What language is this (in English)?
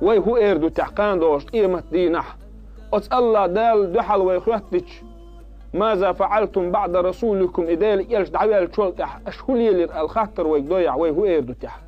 Chechen